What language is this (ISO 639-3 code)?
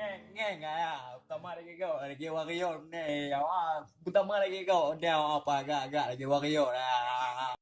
ace